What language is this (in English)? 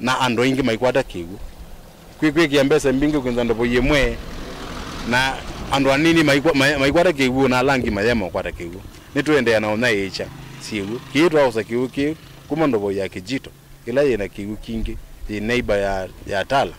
Kamba